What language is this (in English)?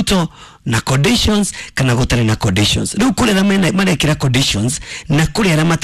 Kikuyu